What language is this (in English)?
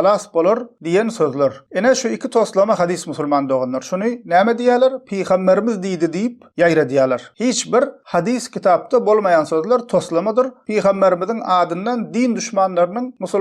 Turkmen